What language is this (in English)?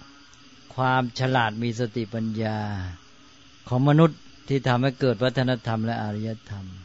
Thai